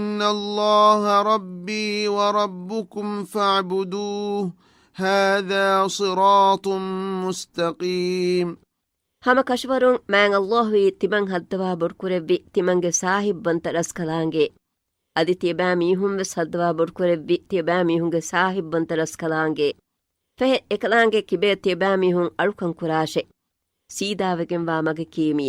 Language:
Divehi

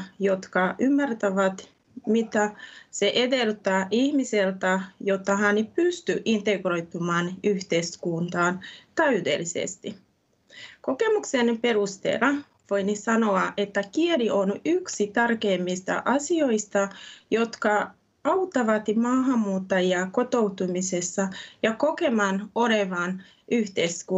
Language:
Finnish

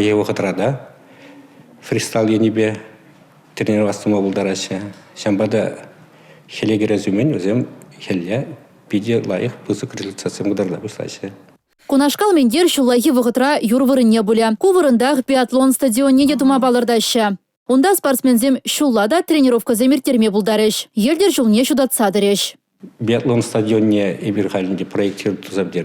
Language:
Chuvash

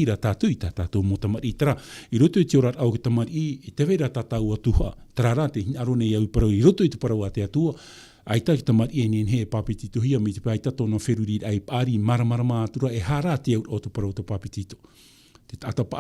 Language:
Tahitian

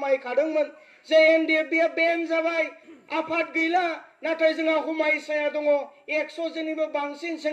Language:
Bodo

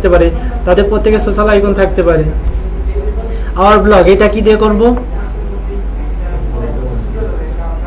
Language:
Bangla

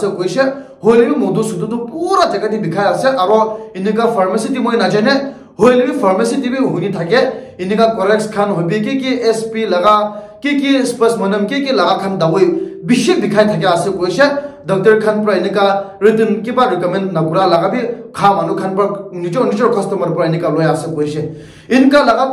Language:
Naga Pidgin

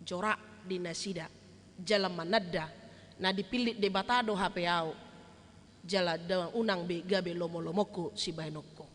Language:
Batak Toba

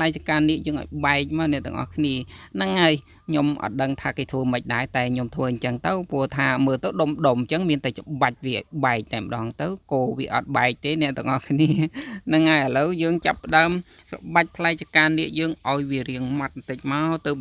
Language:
Khmer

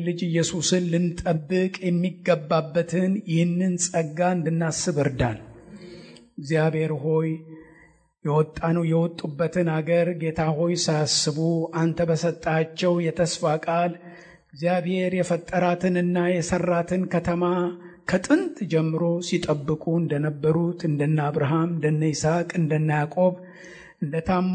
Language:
Amharic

